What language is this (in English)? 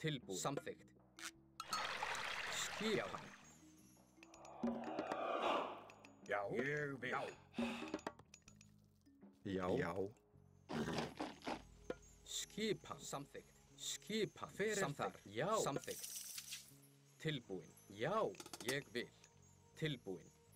Icelandic